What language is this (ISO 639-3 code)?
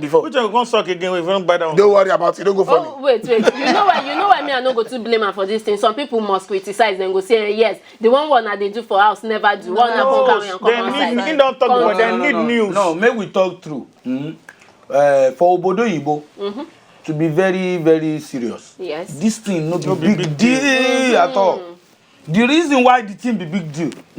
pcm